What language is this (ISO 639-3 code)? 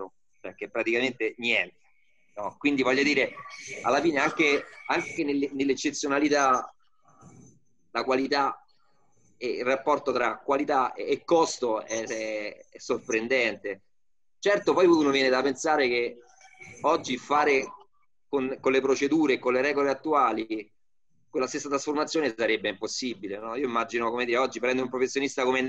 ita